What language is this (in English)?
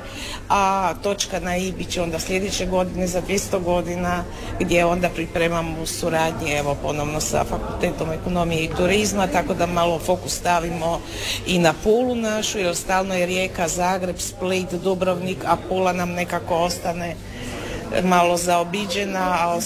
Croatian